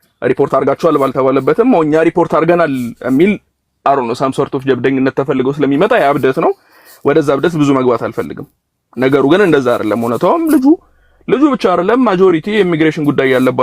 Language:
Amharic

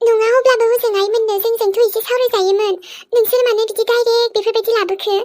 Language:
Bodo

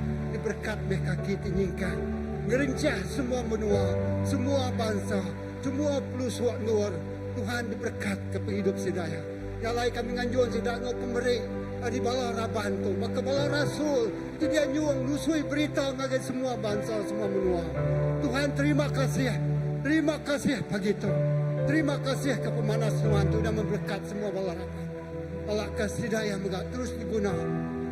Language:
Iban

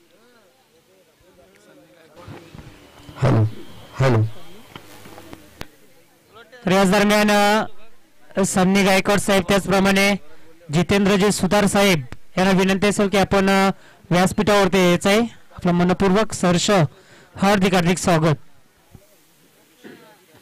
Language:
Marathi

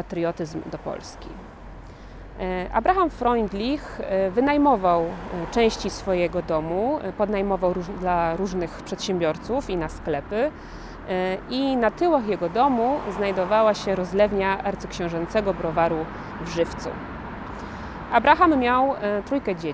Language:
Polish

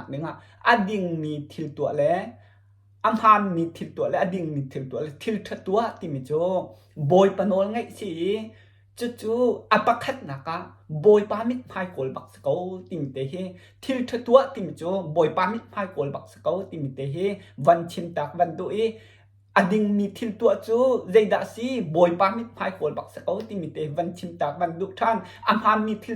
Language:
Hakha Chin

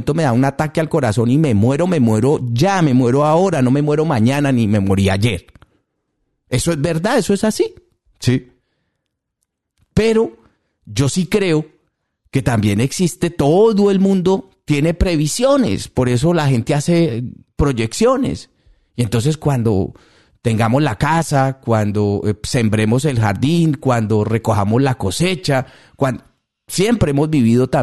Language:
Spanish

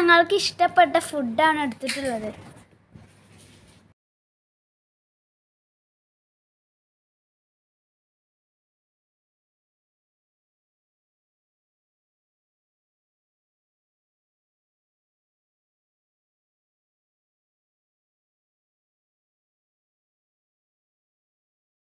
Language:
Malayalam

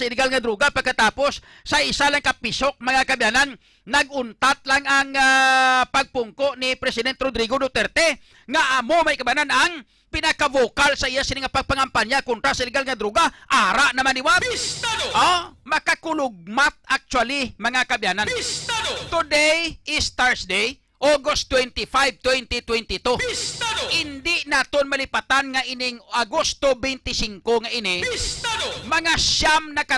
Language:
Hiligaynon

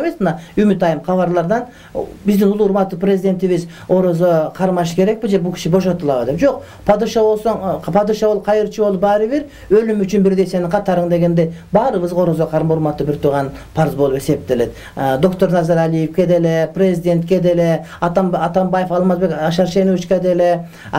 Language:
Kyrgyz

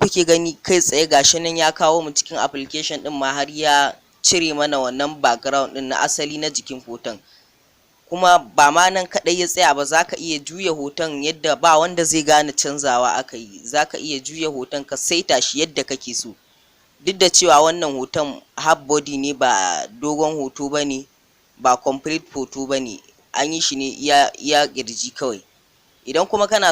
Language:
Hausa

